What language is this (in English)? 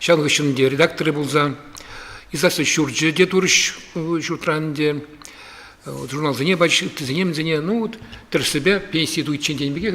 Chuvash